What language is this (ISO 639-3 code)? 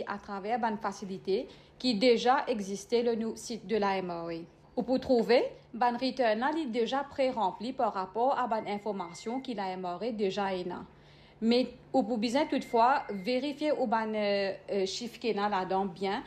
mfe